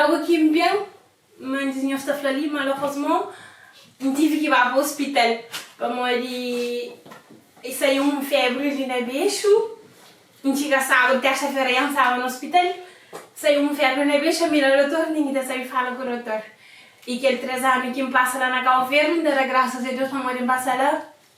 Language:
Kabuverdianu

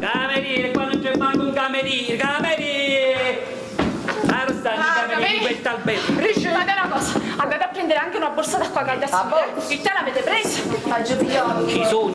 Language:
Neapolitan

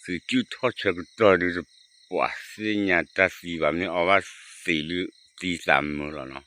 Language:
S'gaw Karen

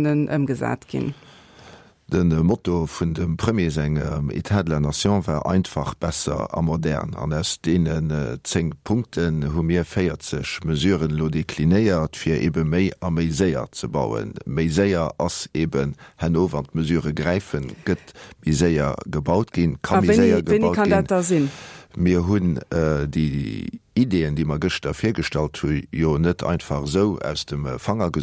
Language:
Luxembourgish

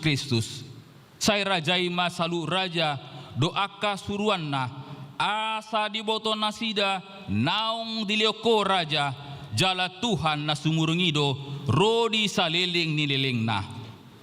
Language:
Batak Toba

